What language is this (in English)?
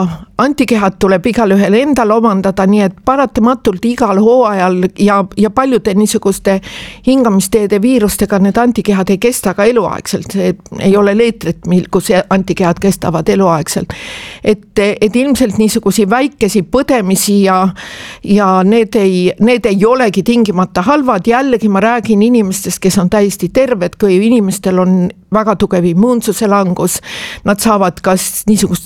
Estonian